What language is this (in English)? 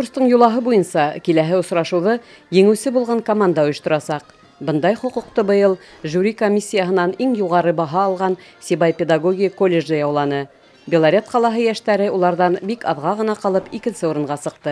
Bashkir